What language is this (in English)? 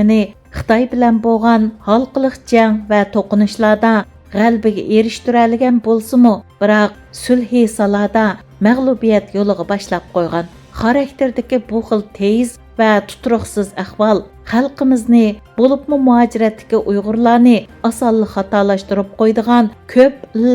Uyghur